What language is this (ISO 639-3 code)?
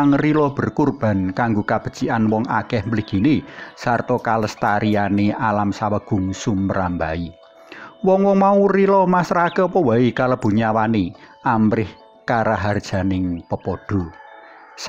jav